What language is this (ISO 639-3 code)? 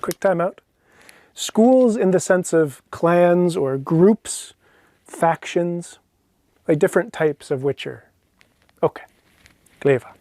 gla